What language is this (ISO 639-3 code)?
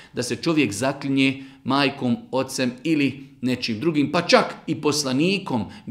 bos